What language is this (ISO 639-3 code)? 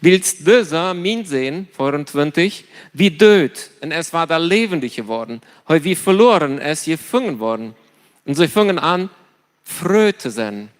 pdt